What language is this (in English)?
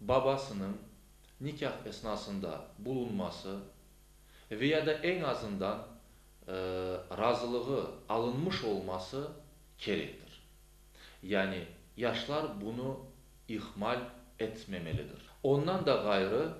Crimean Tatar